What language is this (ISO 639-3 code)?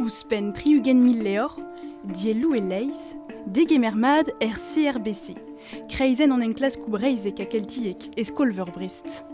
bre